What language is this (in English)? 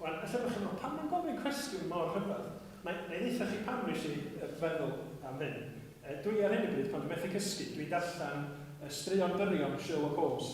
Welsh